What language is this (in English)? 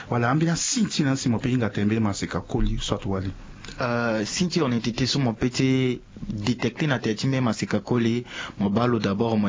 Sango